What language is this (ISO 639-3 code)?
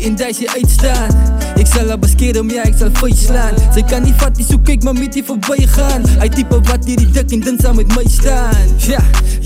afr